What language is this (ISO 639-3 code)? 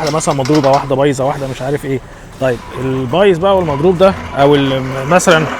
arz